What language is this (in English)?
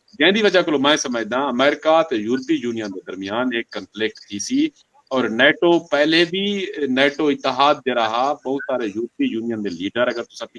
Saraiki